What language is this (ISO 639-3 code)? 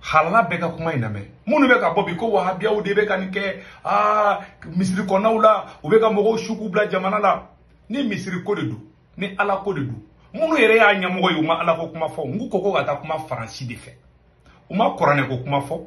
bam